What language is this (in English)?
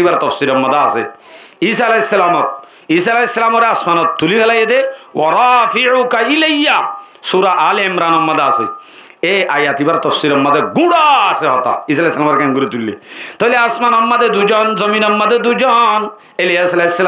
Rohingya